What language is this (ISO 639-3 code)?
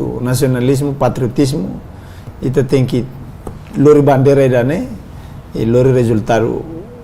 tet